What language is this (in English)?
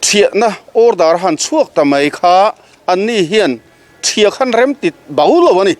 Mizo